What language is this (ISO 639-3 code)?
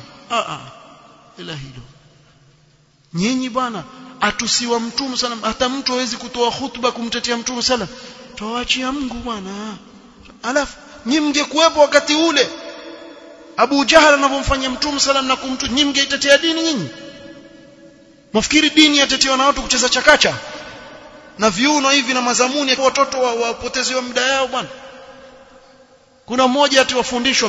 swa